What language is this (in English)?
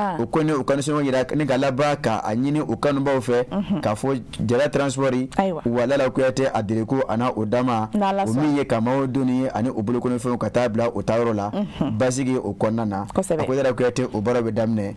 Bambara